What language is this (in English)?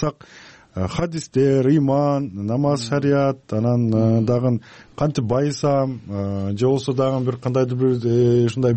Kyrgyz